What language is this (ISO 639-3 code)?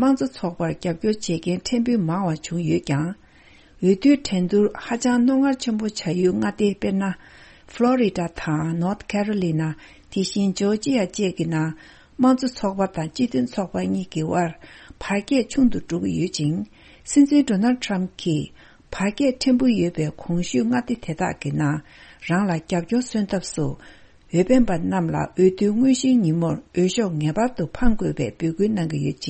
bod